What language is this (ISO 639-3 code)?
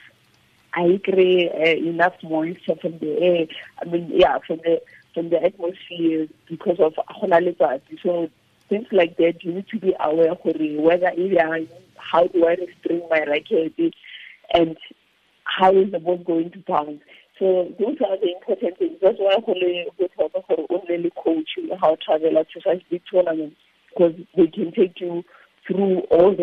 tsn